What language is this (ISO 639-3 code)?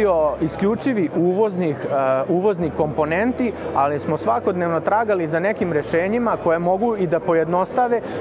srp